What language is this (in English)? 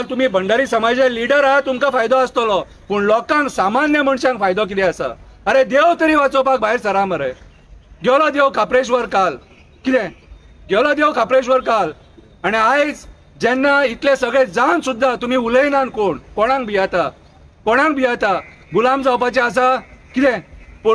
Konkani